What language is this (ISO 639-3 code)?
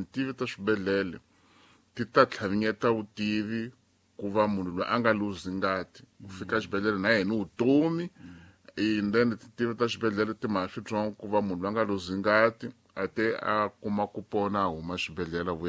tso